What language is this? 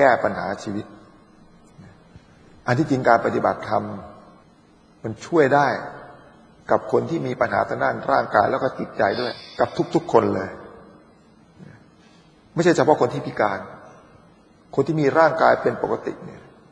Thai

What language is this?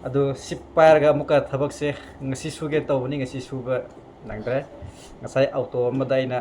Manipuri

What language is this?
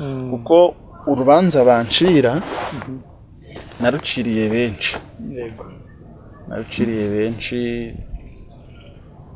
Kinyarwanda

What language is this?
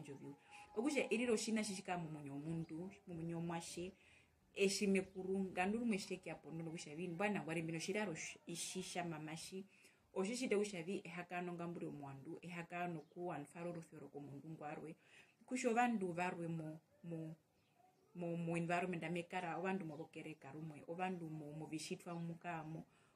Herero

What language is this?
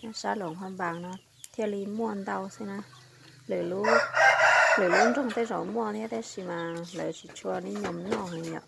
Hmong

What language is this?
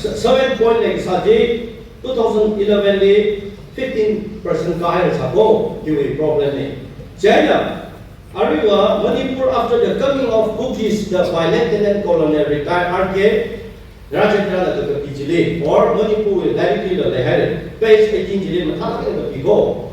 Tangkhul Naga (India)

